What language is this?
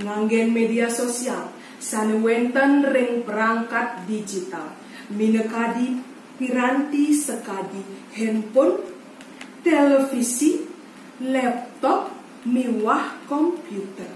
Balinese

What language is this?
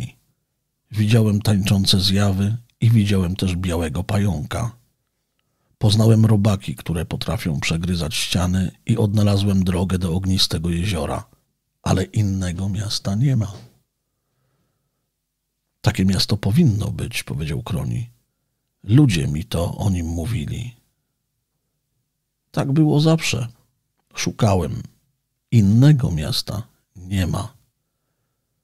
Polish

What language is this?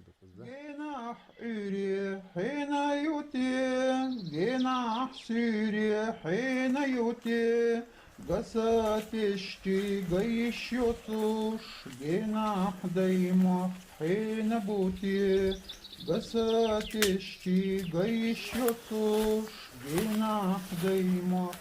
Chechen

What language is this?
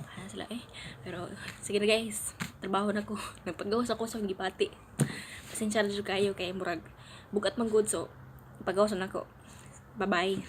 Cebuano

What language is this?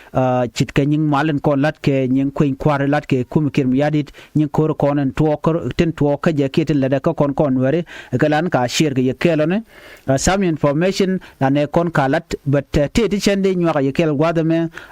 Nuer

